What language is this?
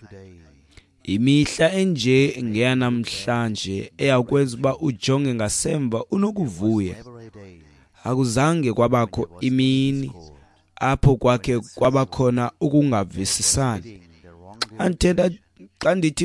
Xhosa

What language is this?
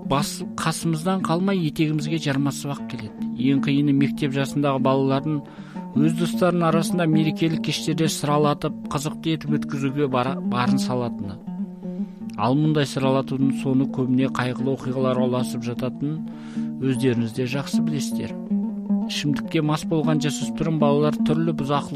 Kazakh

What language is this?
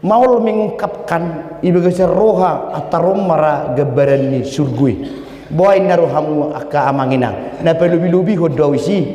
Batak Toba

